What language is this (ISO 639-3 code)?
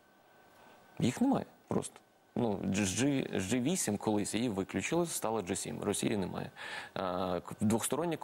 ukr